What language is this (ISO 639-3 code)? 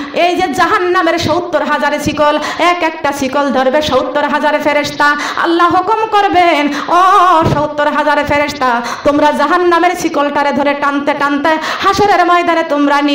ben